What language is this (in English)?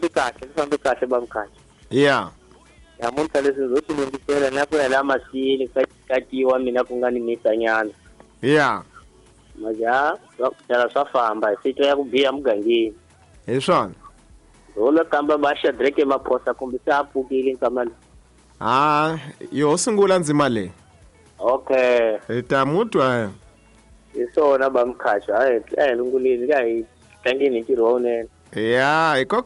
Tsonga